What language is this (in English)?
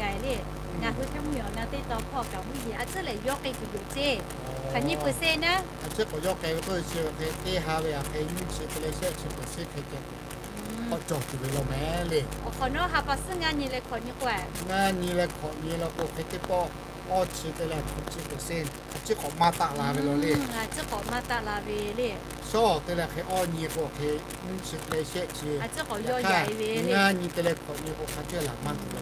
Lahu